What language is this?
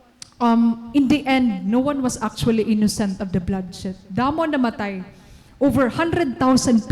Waray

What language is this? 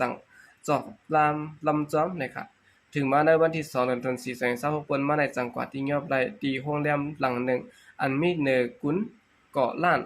Shan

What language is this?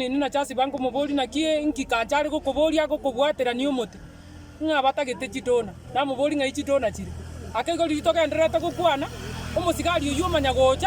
Gusii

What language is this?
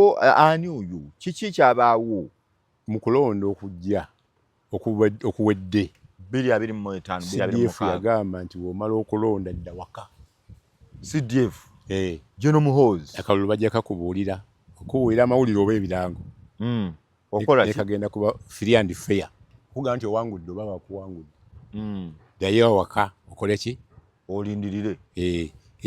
Ganda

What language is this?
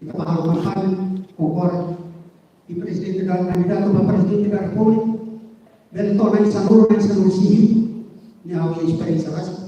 Tetum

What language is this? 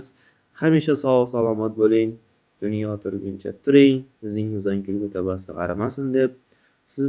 Uzbek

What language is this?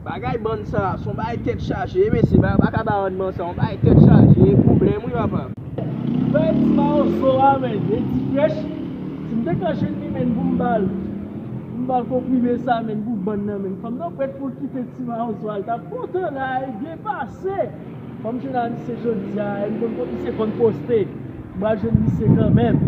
Haitian Creole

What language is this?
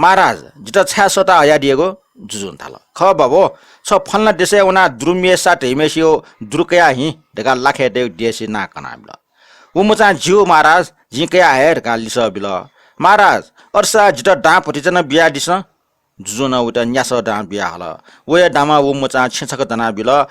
Newari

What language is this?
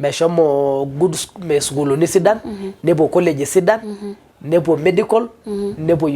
Masai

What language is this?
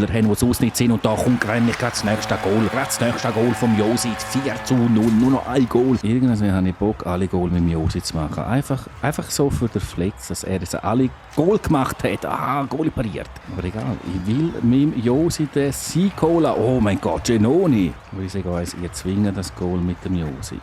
Swiss German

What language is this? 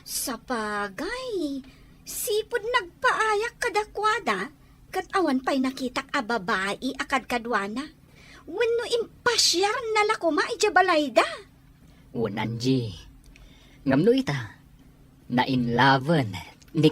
Iloko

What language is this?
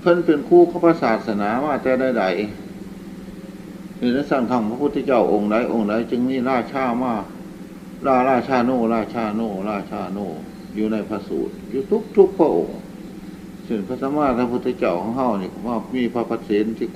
Northeastern Thai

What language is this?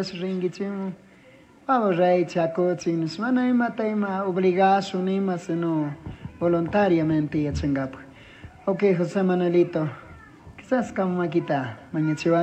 Chimborazo Highland Quichua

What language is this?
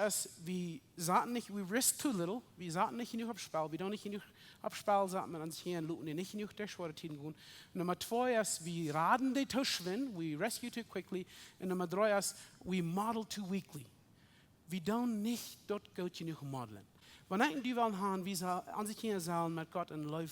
Plautdietsch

